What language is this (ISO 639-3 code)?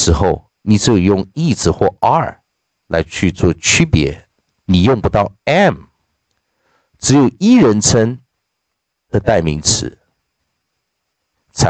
zho